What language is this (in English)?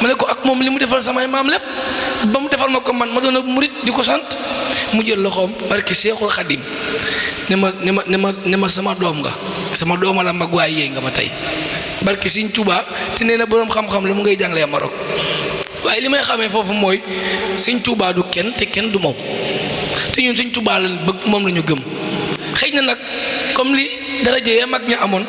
Wolof